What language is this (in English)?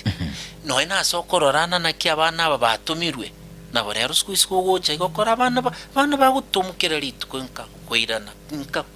Gusii